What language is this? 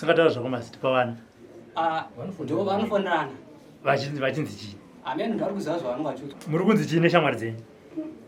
Shona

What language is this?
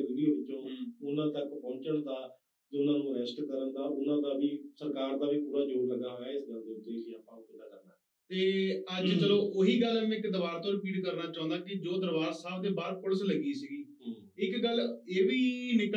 Punjabi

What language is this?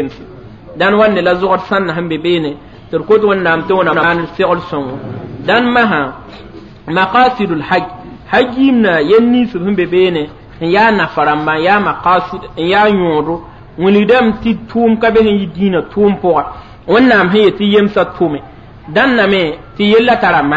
Mossi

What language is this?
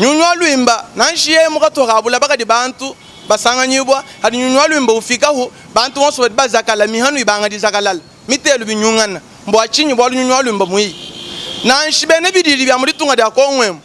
Luba-Lulua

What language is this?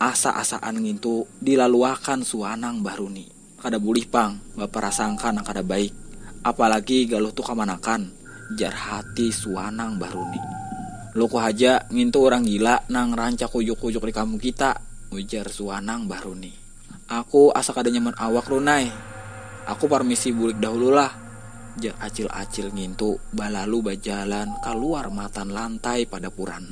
Banjar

